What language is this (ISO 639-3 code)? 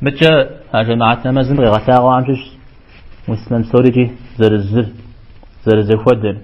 kbd